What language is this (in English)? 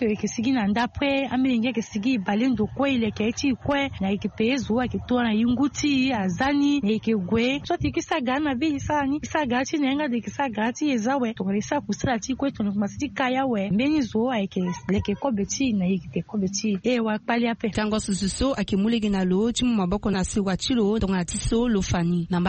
Sango